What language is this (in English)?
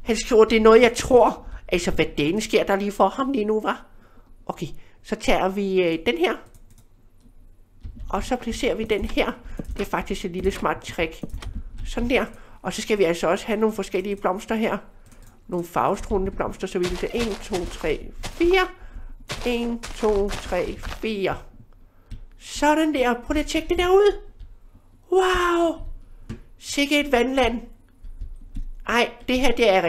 Danish